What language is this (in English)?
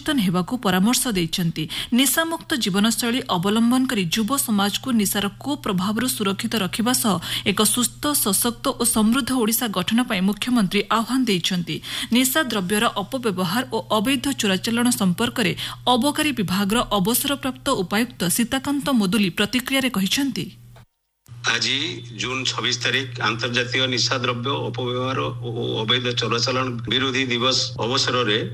Odia